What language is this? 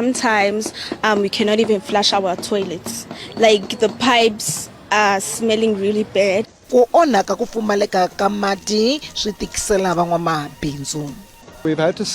Tsonga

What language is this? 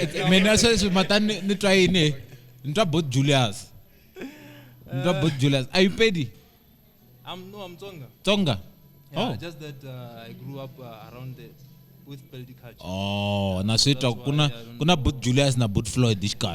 Tsonga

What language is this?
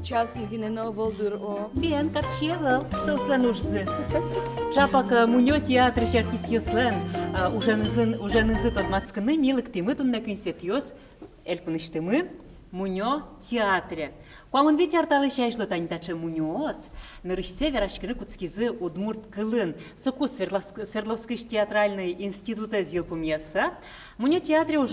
Udmurt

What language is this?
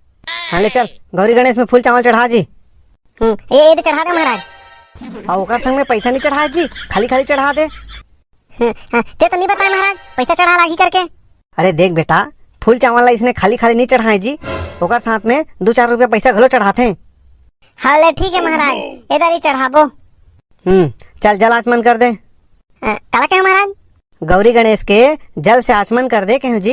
Chhattisgarhi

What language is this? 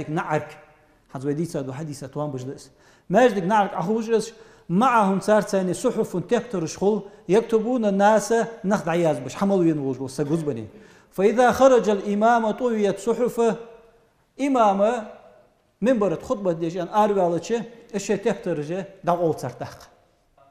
Ingush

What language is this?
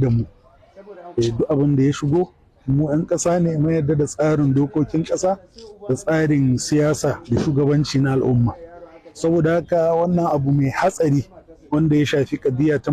Hausa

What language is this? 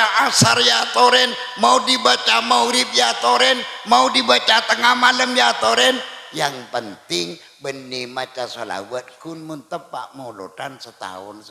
Madurese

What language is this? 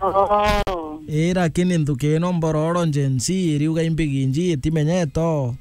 Meru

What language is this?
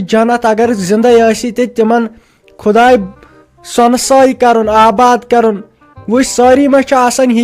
Kashmiri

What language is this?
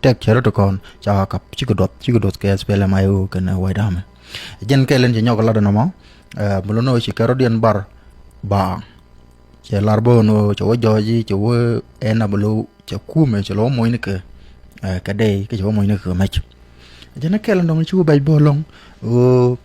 Nuer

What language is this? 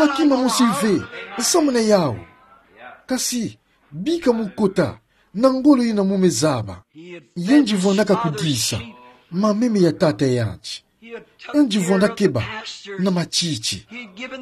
Kituba (Democratic Republic of Congo)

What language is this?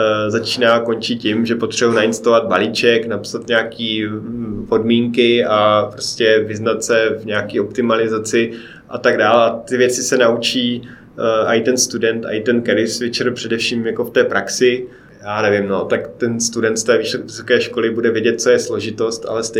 Czech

